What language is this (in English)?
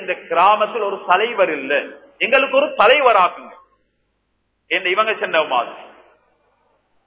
Tamil